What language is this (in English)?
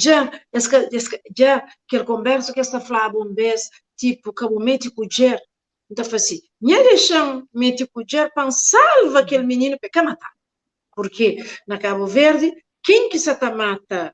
Kabuverdianu